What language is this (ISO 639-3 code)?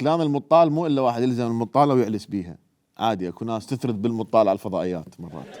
acm